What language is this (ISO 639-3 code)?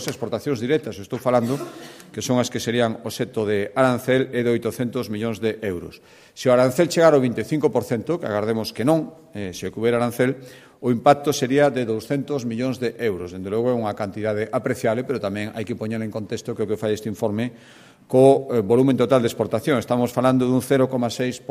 glg